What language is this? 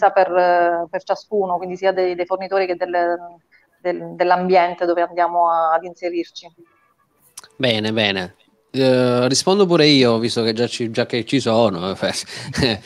Italian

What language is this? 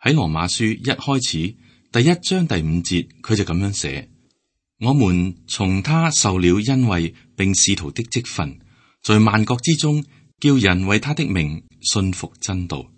Cantonese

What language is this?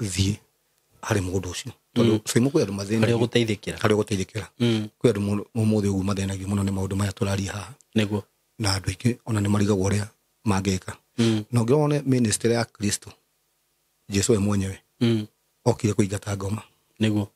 Kikuyu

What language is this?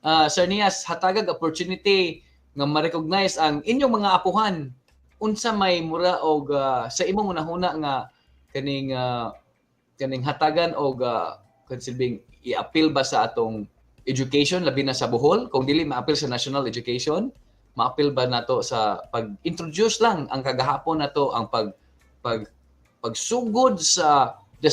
Cebuano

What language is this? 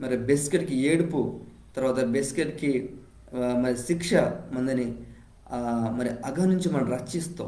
Koya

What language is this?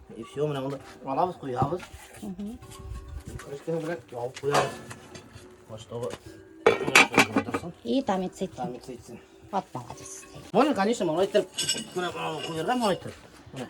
Bashkir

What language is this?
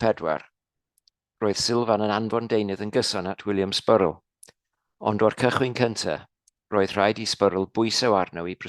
Welsh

